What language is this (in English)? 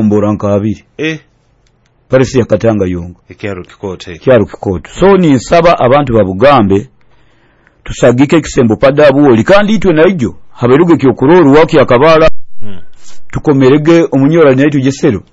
Nyoro